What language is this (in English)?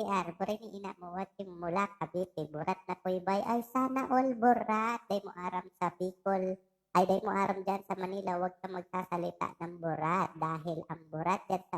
Bikol